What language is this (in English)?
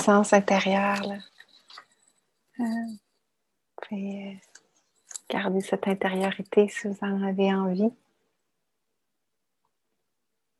French